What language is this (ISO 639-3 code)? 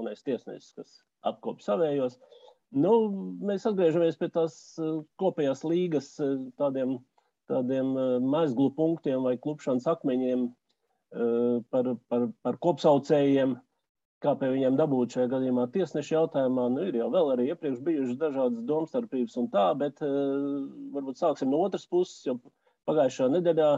lav